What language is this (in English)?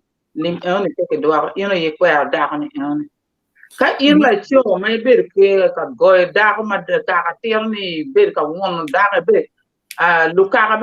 Acoli